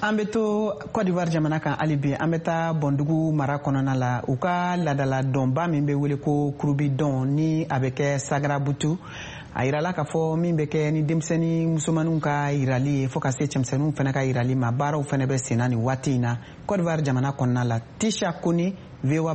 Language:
Bambara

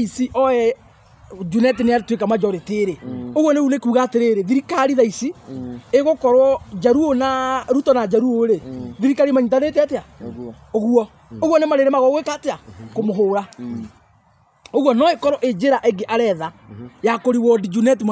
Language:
Kikuyu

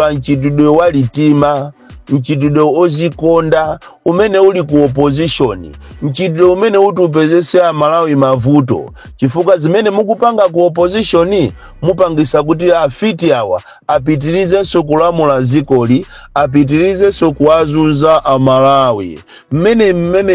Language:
Nyanja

